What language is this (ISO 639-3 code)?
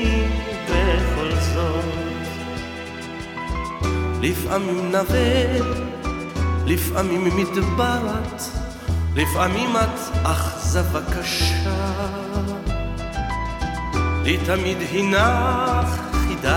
heb